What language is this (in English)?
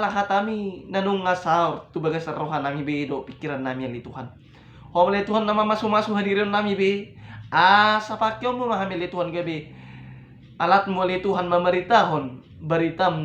Batak Toba